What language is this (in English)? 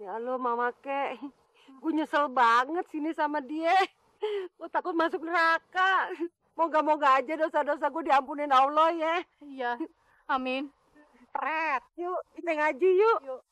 Betawi